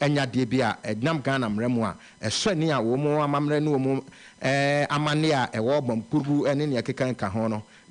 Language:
Akan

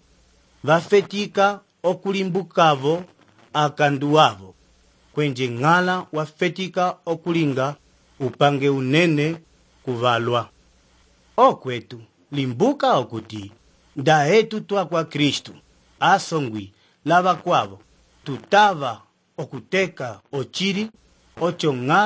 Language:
Umbundu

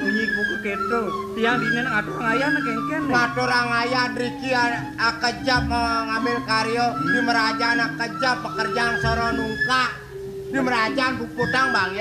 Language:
Balinese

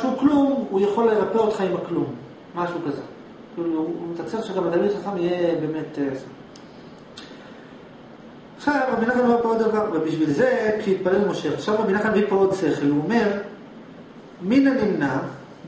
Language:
Hebrew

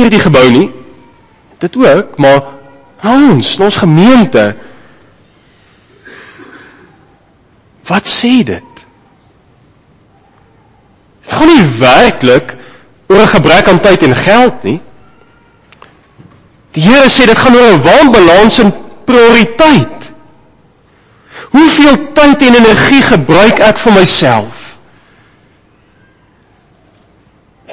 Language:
Afrikaans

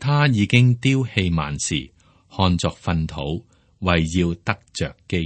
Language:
Cantonese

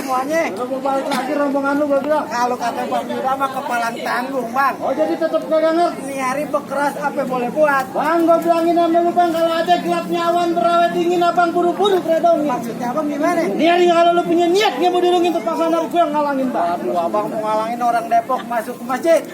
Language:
Betawi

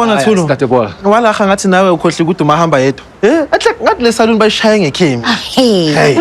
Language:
Zulu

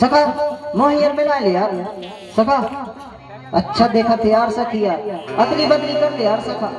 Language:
Chhattisgarhi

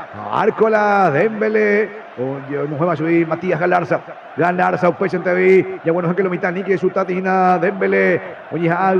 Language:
Guarani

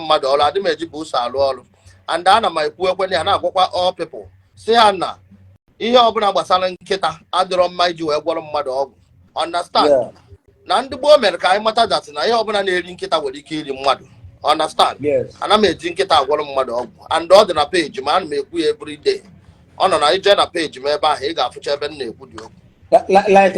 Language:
Igbo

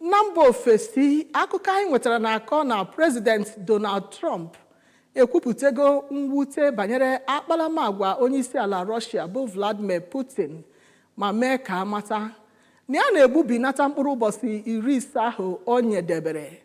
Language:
Igbo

